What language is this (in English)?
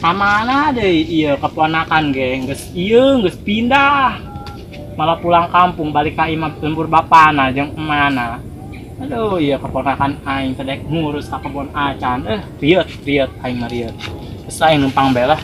Sundanese